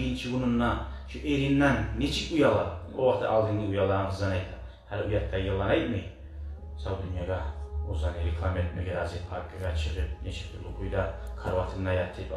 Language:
Kumyk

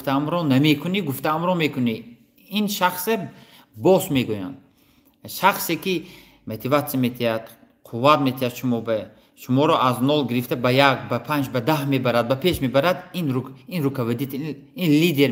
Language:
Tajik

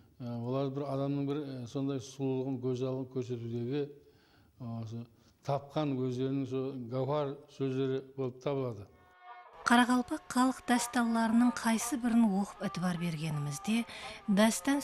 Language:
Kara-Kalpak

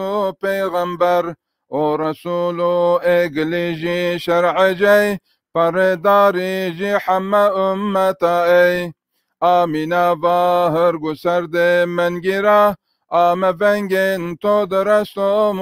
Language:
Zaza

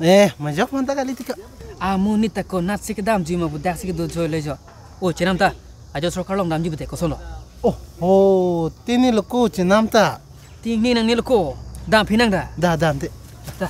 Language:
Karbi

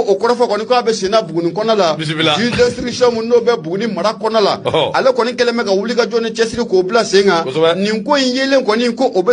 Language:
Bambara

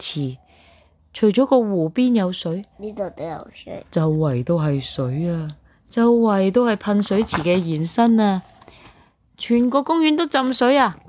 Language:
Cantonese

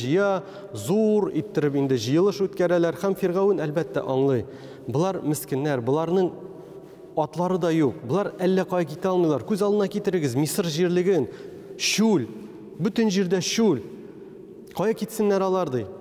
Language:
Tatar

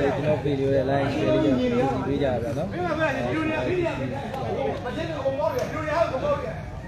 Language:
Burmese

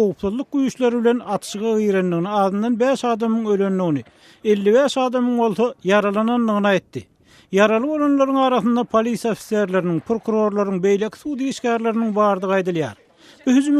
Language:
Turkmen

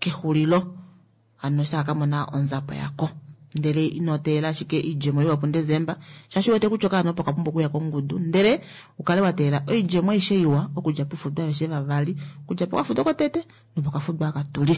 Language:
Kuanyama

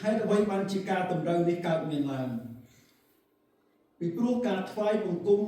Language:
Khmer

